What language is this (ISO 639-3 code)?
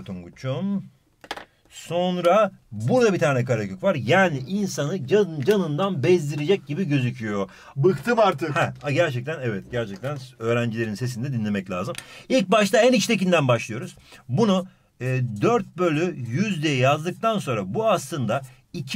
tur